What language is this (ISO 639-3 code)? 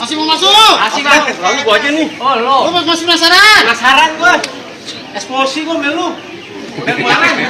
bew